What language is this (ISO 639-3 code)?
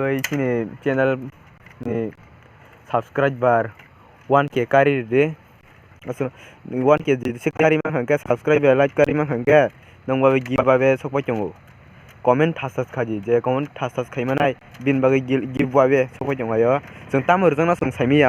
trp